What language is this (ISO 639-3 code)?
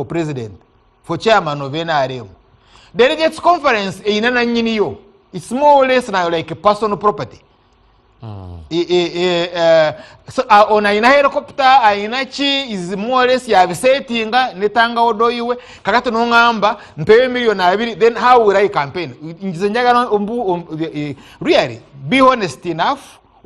lug